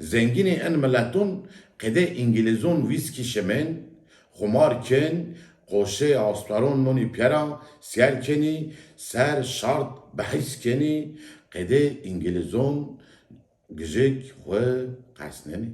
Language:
Zaza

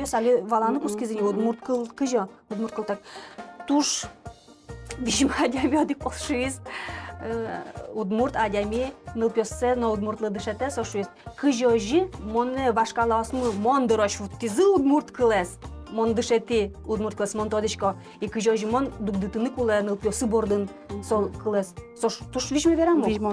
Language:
Udmurt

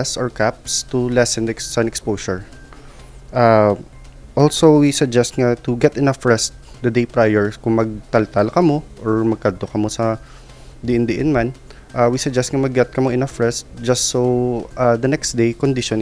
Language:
Hiligaynon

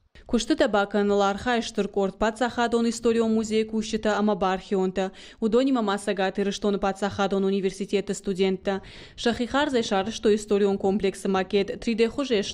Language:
Ossetic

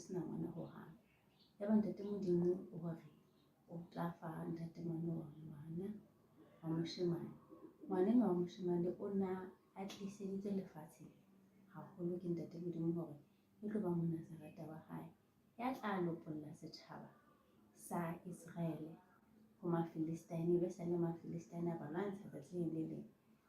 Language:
Southern Sotho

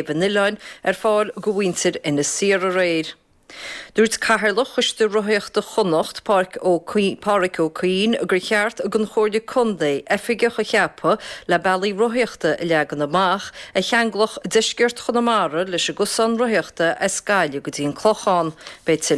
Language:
Irish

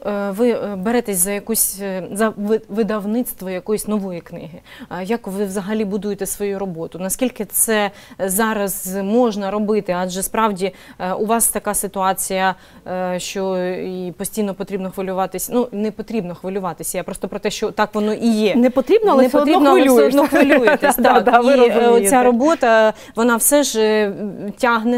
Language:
Ukrainian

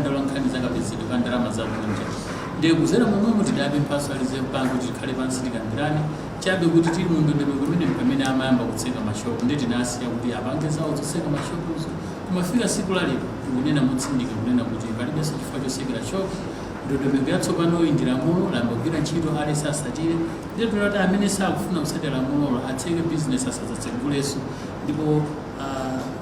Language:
Nyanja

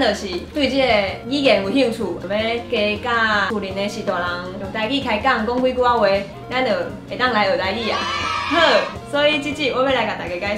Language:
Min Nan Chinese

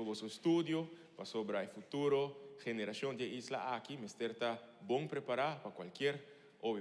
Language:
Papiamento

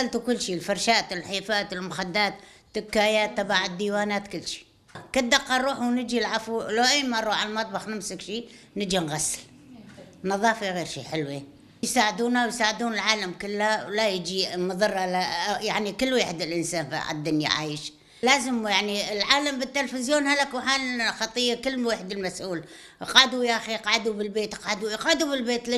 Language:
Kurdish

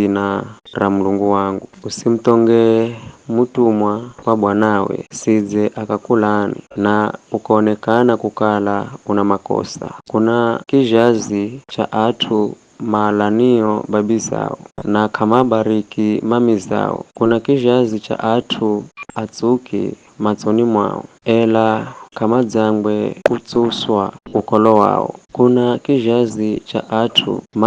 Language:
Giryama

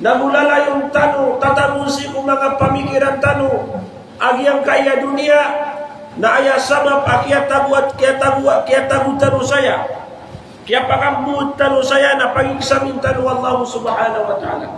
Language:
Maranao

